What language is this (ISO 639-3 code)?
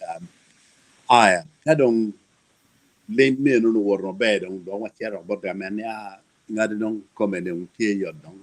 ach